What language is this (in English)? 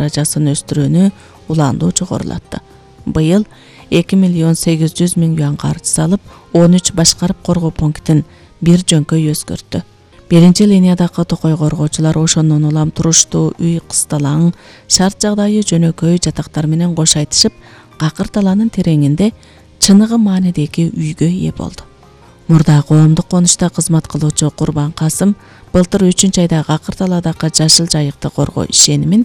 Kyrgyz